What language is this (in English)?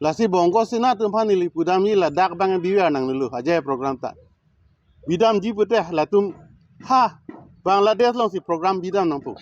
Karbi